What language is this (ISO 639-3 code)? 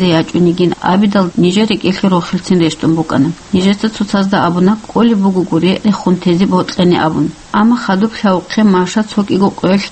ava